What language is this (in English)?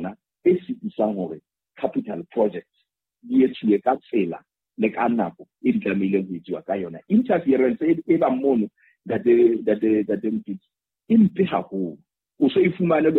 Southern Sotho